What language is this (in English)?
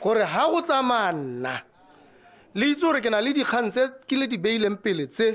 Tswana